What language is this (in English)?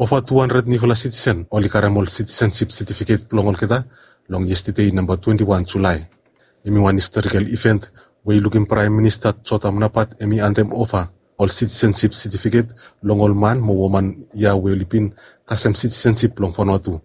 Bislama